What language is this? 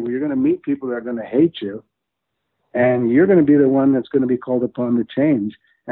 English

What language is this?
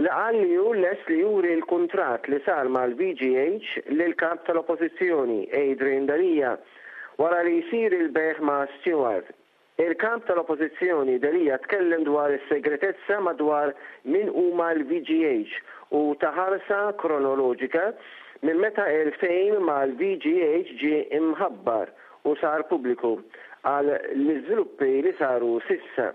Maltese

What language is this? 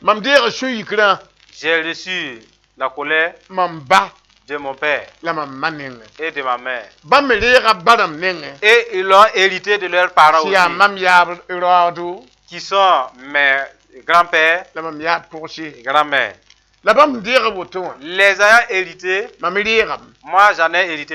Mossi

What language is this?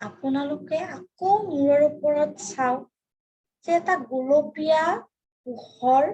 Assamese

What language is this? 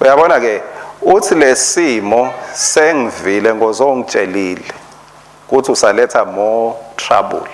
Swati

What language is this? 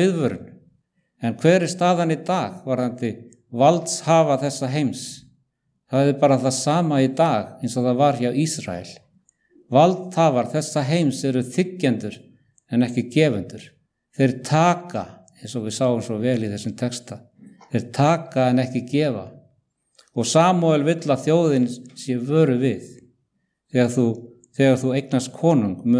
Icelandic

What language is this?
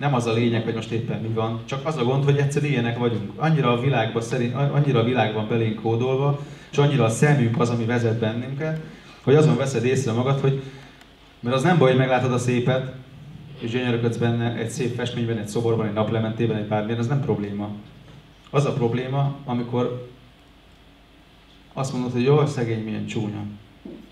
Hungarian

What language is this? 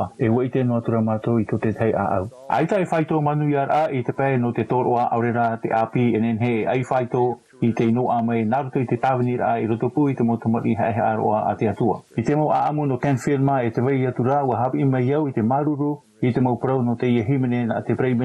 Tahitian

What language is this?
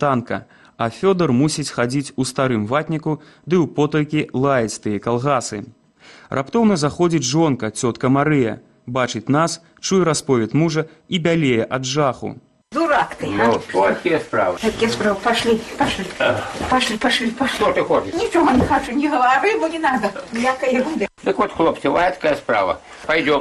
Belarusian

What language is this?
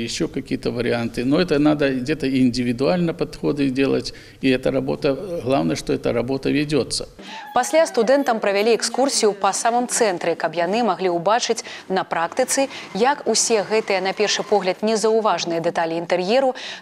Belarusian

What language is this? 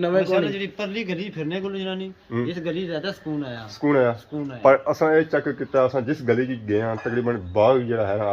Pahari-Potwari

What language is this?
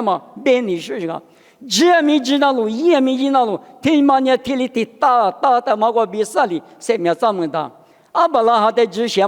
Lisu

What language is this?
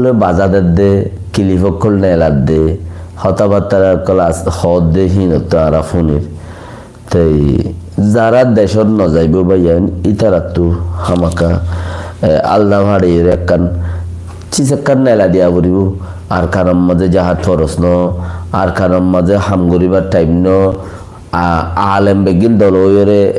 Rohingya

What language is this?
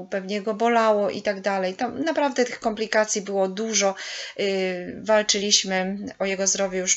Polish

